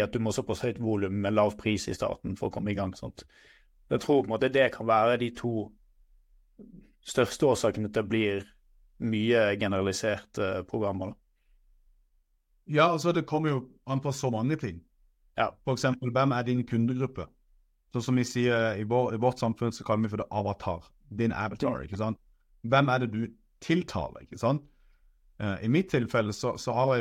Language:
Norwegian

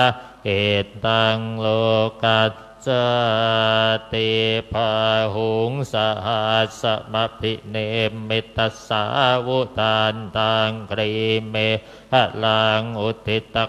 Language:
Pali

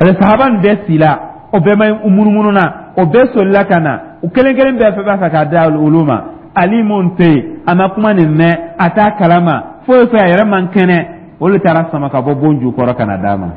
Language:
Dyula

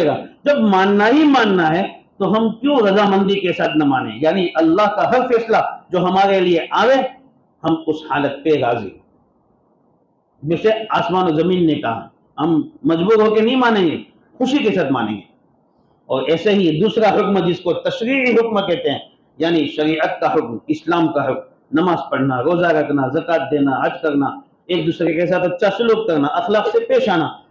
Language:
Urdu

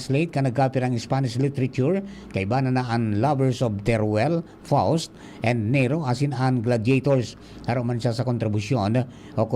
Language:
Bikol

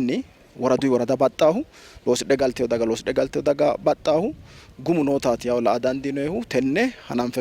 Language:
Sidamo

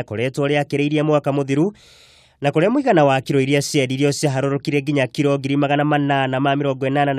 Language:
Kikuyu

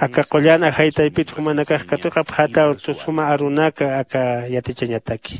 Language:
Aymara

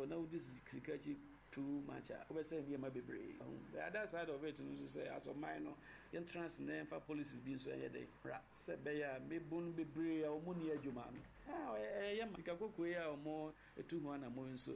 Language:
Akan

